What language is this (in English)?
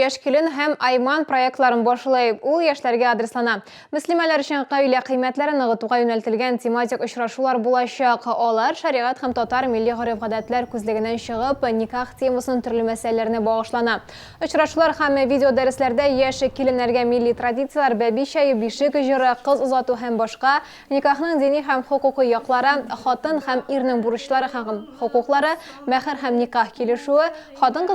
Tatar